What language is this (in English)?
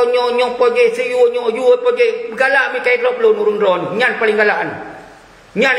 Achinese